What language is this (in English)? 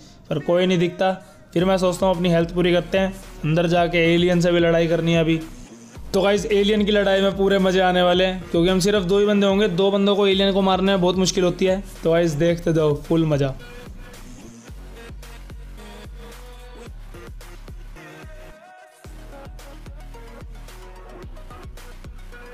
Hindi